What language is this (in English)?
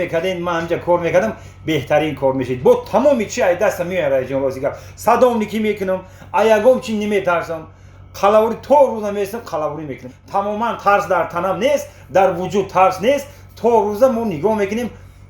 Tajik